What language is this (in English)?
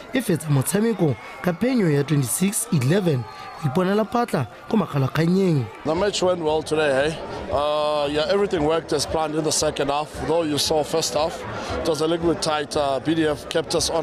Tswana